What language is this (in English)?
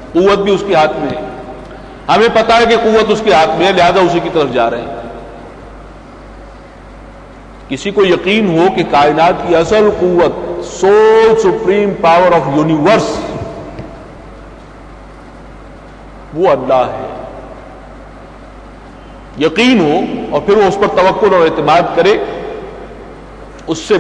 Urdu